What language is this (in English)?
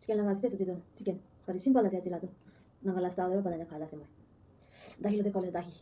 Naga Pidgin